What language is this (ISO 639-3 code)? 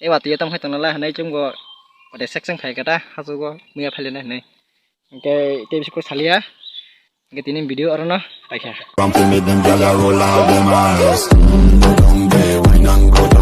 trp